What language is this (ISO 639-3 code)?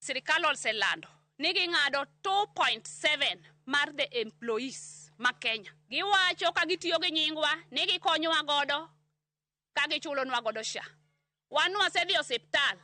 luo